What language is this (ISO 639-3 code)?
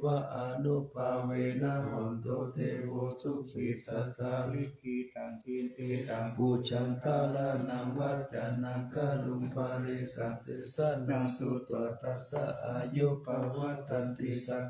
pli